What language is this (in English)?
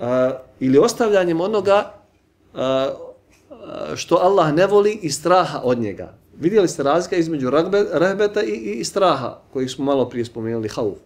Bosnian